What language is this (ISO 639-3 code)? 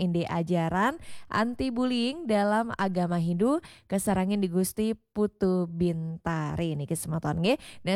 ban